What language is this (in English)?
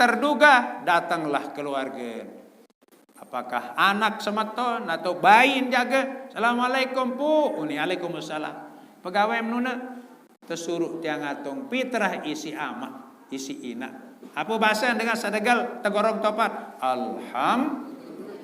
Sasak